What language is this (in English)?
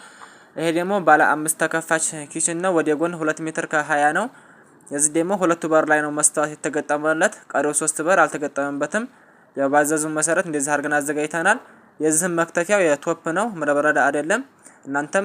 Amharic